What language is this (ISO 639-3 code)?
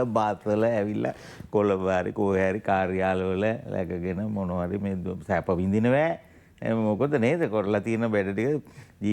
sin